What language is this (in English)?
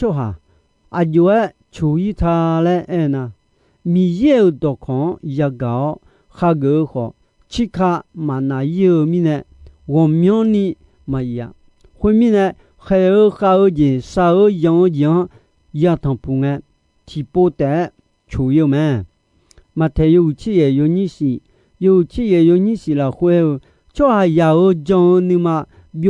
Akha